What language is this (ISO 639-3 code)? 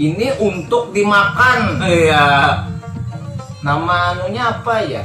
bjn